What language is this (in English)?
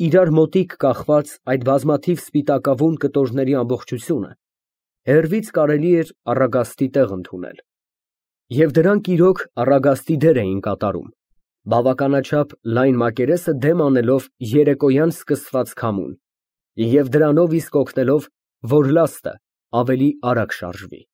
Armenian